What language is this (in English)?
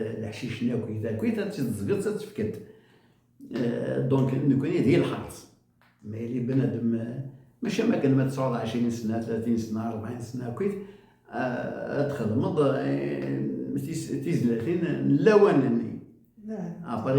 Kabyle